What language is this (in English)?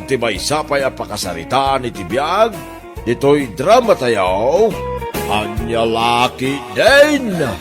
Iloko